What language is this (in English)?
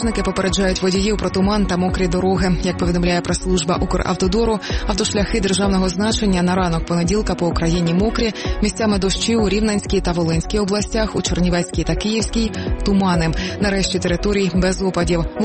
Ukrainian